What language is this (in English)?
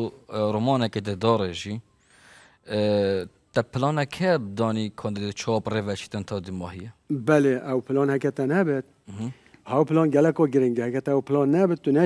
Kurdish